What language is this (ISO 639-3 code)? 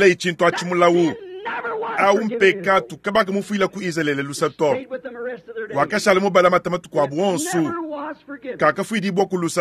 lua